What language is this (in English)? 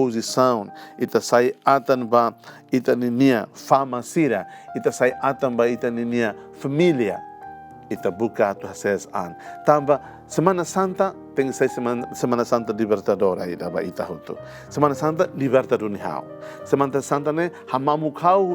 Tetum